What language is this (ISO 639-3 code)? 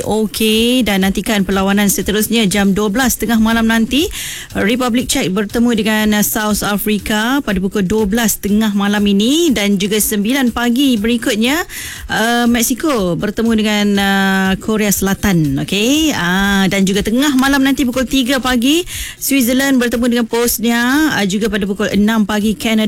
msa